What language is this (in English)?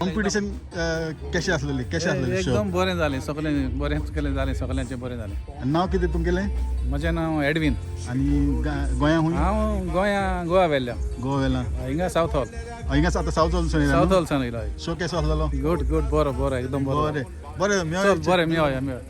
Konkani